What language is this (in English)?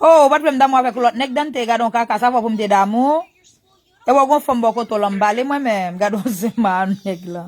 Haitian Creole